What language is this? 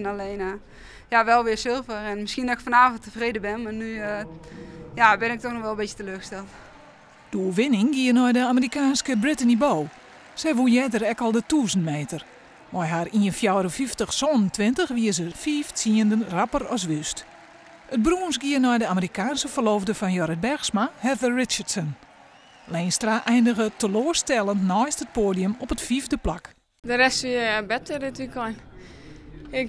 Western Frisian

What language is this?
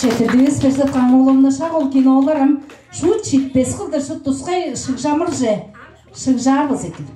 Tuvinian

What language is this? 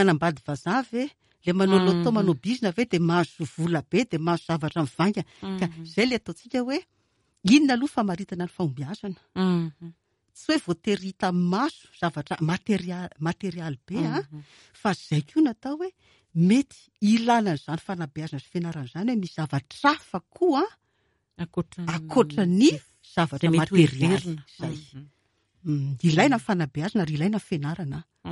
Malagasy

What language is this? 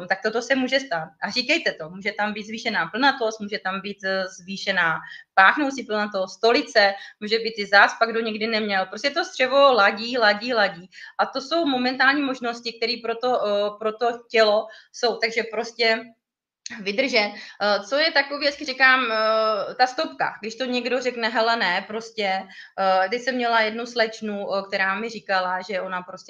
Czech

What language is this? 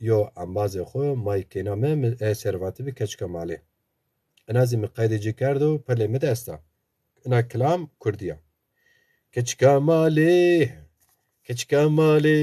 Zaza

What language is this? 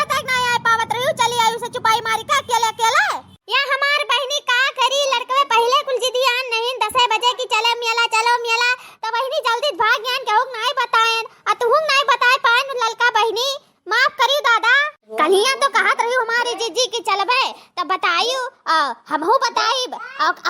Awadhi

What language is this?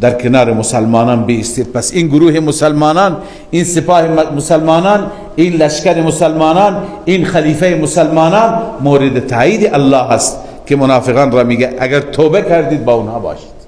Persian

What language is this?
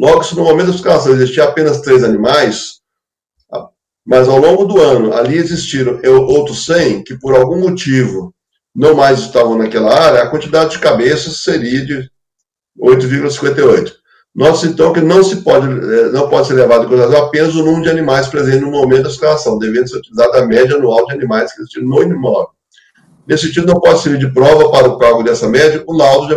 Portuguese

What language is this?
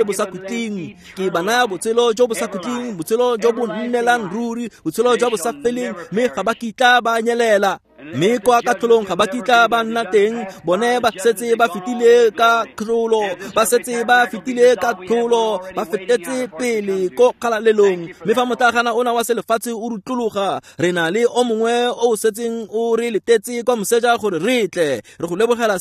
Tswana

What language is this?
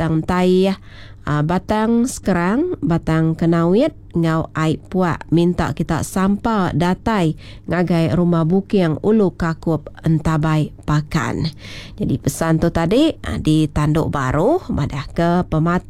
Iban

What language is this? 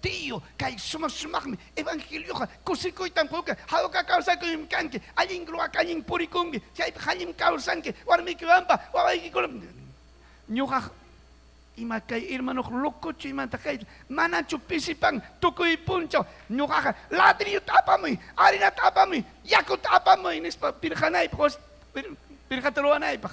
Ayacucho Quechua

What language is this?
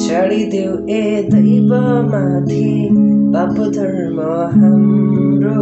Nepali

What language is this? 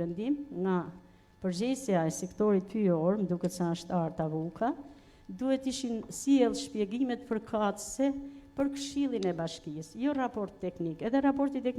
Albanian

